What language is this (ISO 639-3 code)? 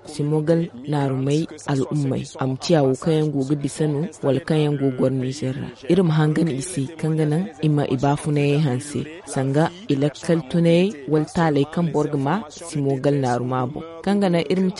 dje